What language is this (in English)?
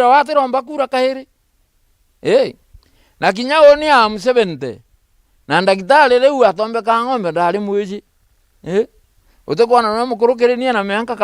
Meru